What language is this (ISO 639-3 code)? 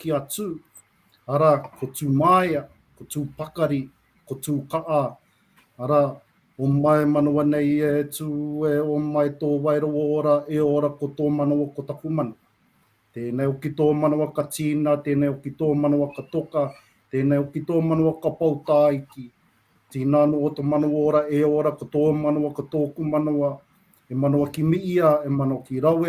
mri